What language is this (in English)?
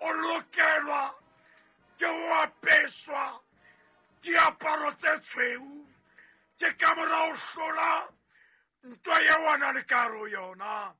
Southern Sotho